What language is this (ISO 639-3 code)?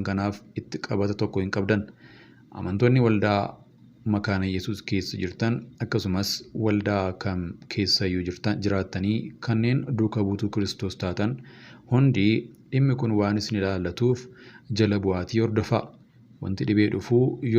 orm